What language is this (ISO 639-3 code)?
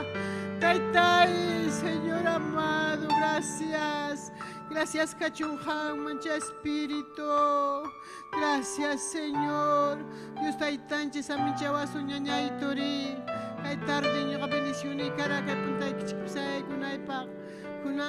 quy